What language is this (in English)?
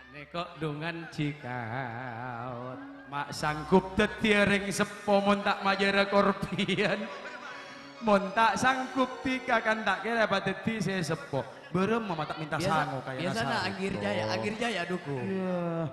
Madurese